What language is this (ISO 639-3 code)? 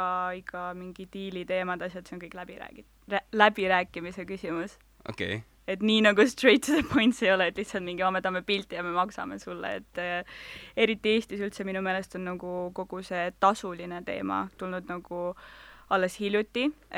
est